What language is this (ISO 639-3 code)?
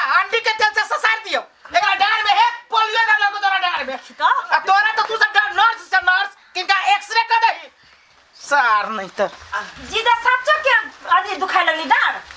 mai